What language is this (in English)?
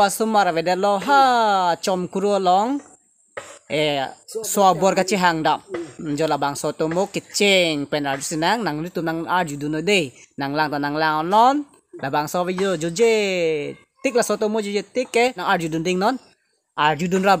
Karbi